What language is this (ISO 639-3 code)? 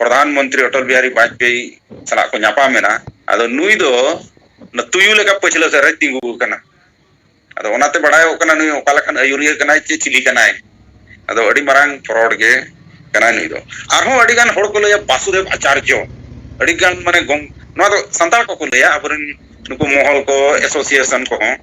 sat